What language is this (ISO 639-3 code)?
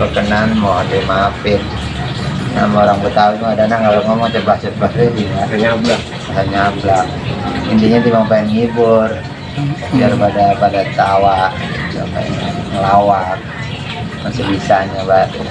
bew